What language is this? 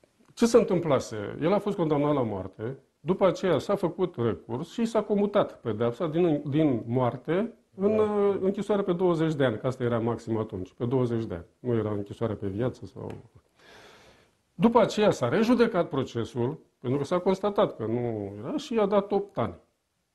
Romanian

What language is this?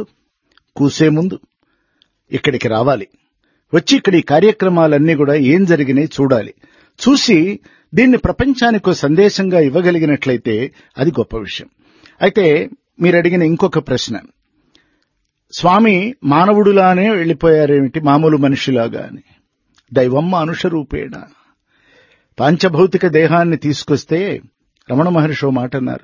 Telugu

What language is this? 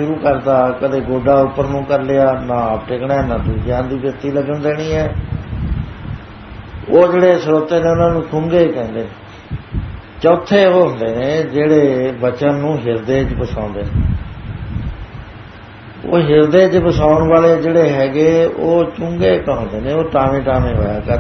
Punjabi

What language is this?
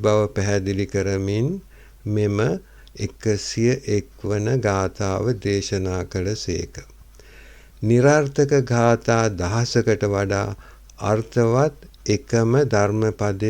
Sinhala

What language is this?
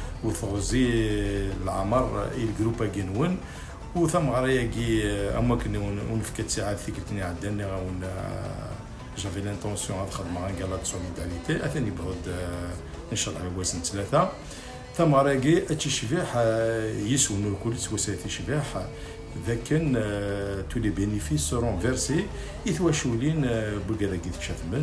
Kabyle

